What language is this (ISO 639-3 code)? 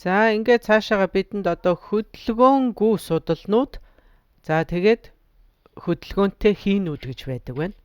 mon